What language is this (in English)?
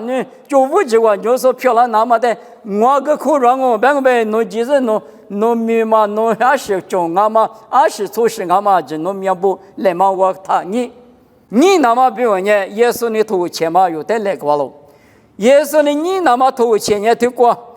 Lisu